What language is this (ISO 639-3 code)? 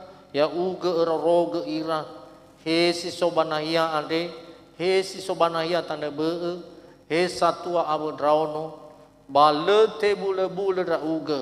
nia